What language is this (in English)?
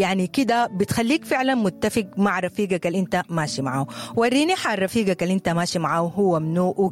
Sudanese Arabic